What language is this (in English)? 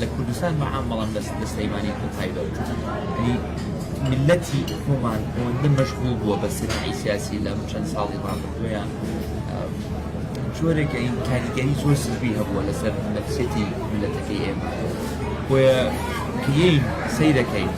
Central Kurdish